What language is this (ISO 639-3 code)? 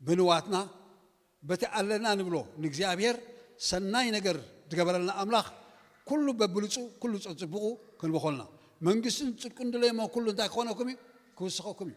tir